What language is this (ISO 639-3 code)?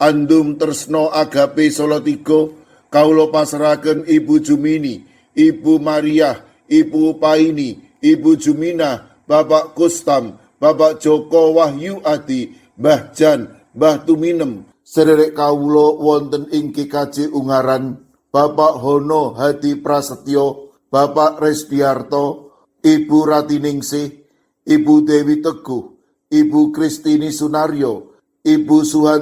jav